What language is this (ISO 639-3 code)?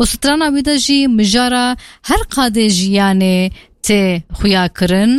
kur